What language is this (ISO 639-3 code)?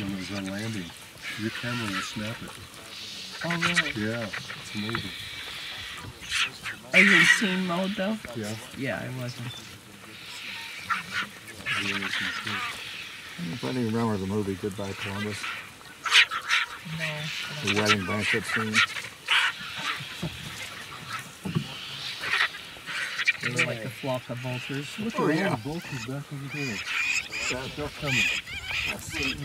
eng